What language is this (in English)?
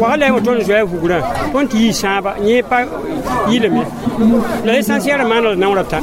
Mossi